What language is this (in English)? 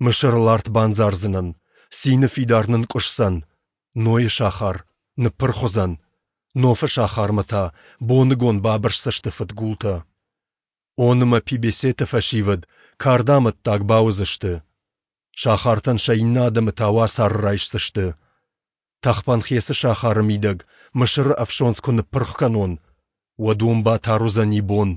Ossetic